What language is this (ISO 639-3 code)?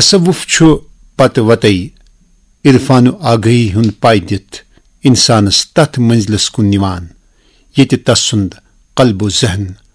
kas